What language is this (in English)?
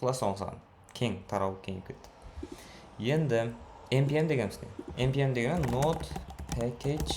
Kara-Kalpak